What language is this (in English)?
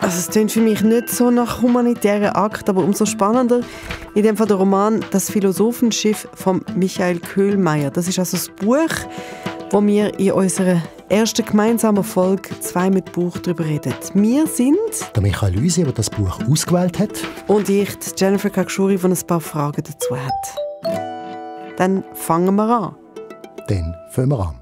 Swiss German